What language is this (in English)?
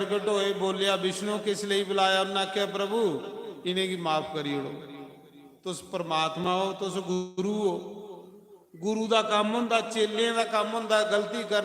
Dogri